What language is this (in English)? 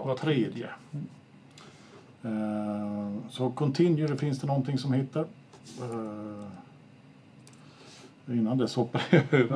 Swedish